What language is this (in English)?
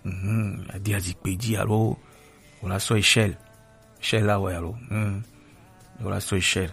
Gen